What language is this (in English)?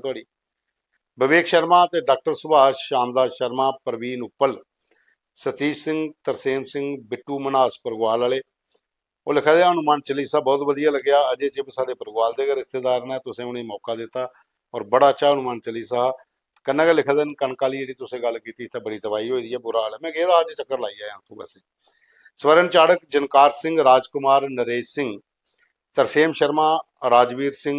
Dogri